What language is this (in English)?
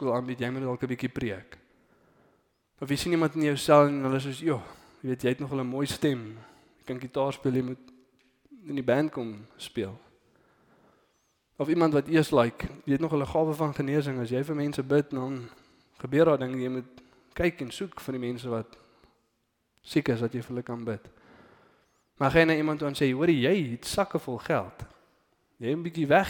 Afrikaans